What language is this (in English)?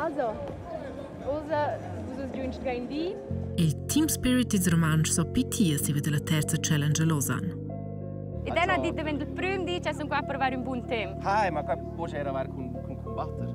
Romansh